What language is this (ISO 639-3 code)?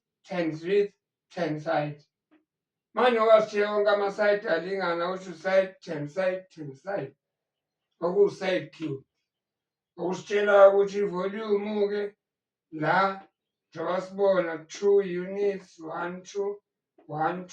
zul